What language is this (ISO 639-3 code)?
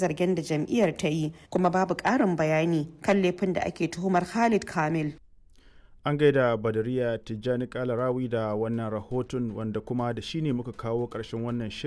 hau